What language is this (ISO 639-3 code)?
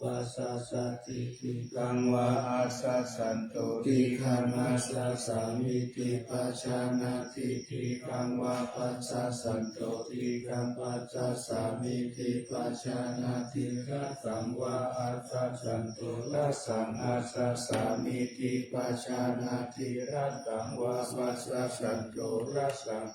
pli